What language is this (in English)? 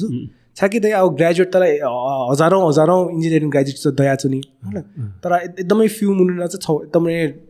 Newari